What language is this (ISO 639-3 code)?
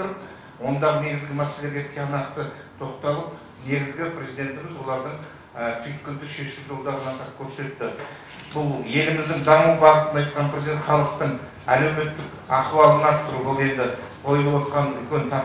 kaz